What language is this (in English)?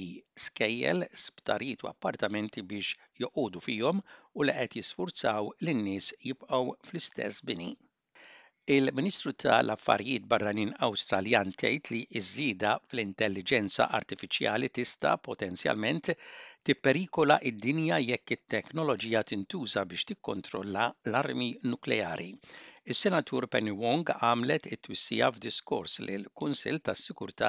Maltese